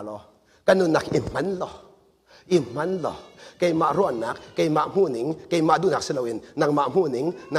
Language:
Hakha Chin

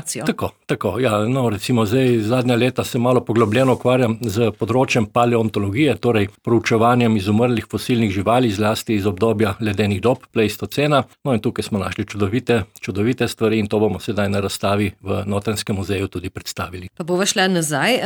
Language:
Slovenian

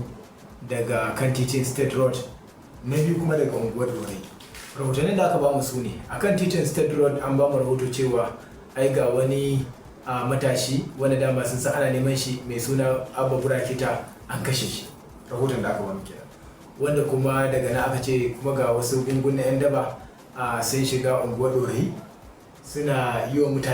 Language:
Hausa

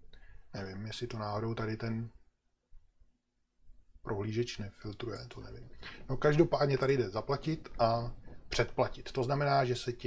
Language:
Czech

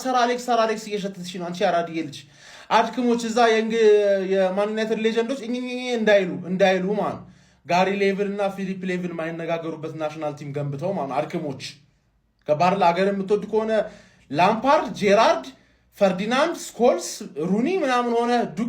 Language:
Amharic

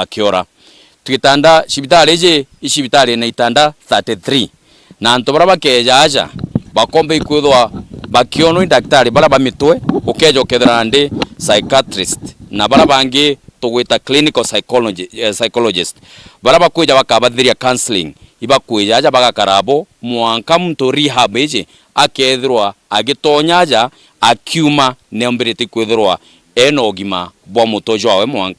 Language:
Meru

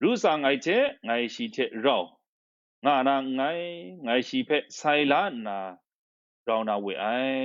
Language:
Kachin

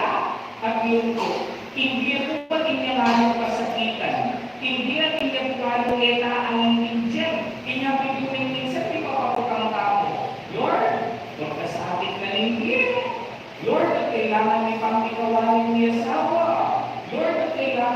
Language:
Pampanga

